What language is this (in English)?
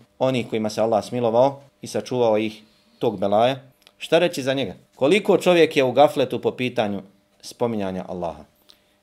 Bosnian